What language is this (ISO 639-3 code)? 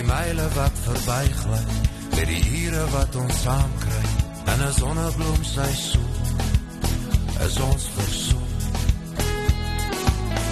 afr